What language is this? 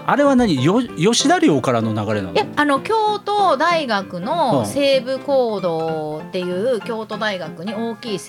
Japanese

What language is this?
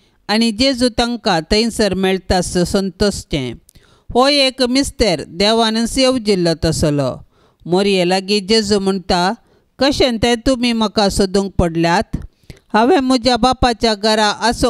Konkani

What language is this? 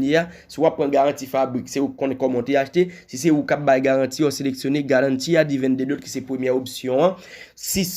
Haitian Creole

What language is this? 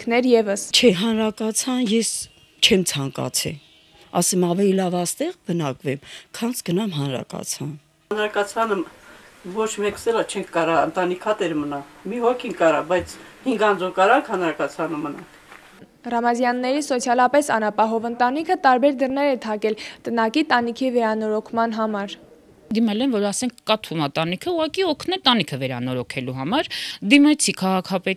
Armenian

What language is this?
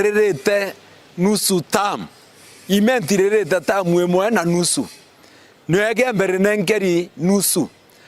Meru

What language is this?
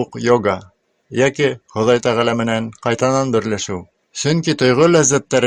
Bashkir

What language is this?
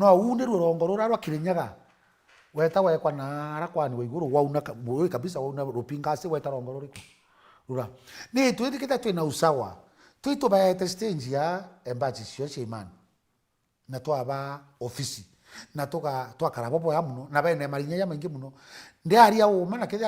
Meru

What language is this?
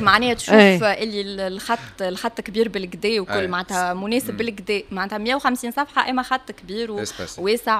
Tunisian Arabic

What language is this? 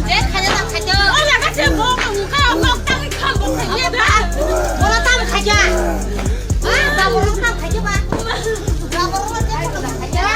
Kok Borok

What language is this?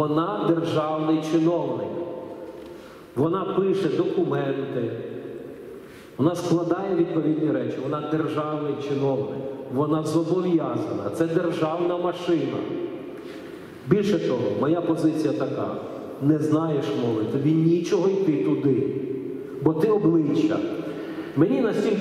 Ukrainian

